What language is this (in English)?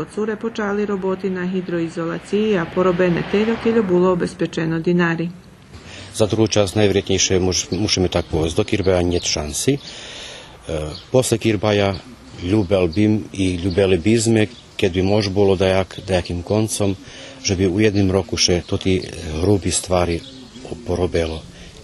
Rusyn